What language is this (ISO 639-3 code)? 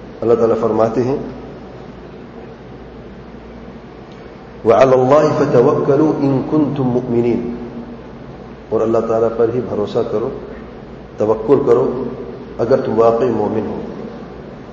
urd